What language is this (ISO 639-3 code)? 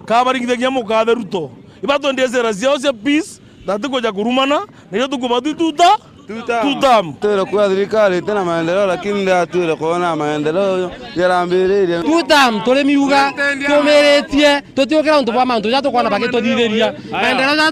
mer